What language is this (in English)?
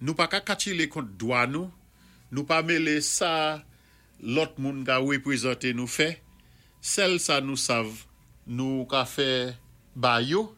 Saint Lucian Creole French